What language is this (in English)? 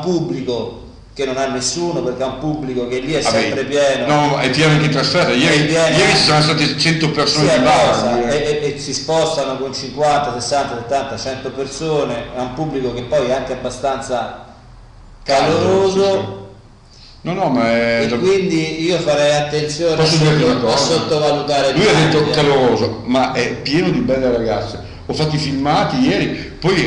Italian